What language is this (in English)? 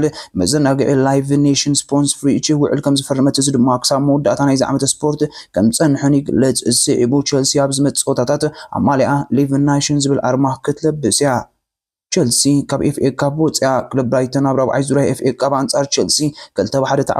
Tigrinya